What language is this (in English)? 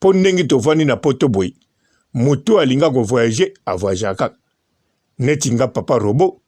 Lingala